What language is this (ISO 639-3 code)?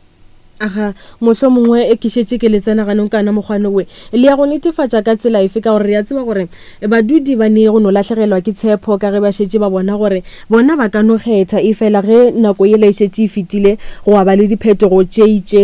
nso